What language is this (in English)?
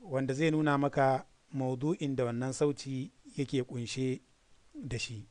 Hausa